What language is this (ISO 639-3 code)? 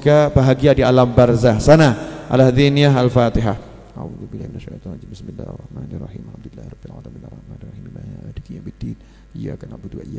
ind